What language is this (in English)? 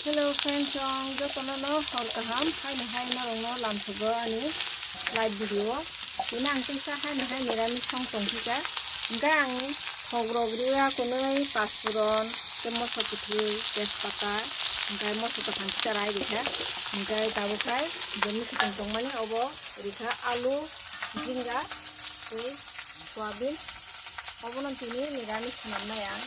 Kok Borok